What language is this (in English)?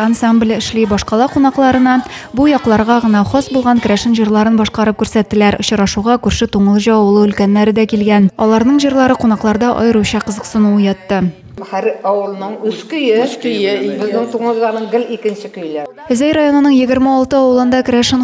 Tatar